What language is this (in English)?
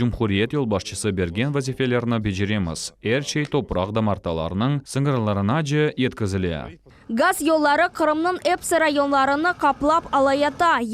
Crimean Tatar